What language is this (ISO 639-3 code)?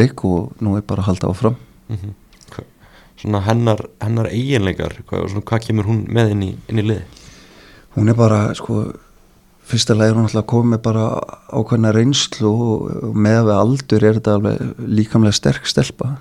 isl